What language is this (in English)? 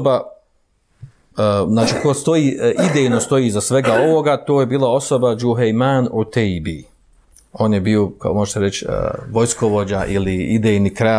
Bosnian